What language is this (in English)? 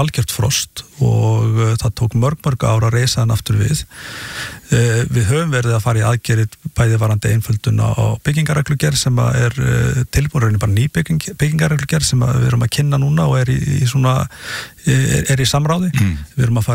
Icelandic